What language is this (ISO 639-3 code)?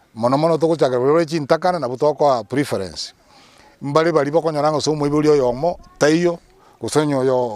guz